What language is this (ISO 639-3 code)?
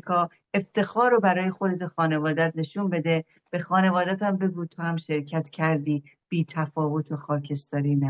fas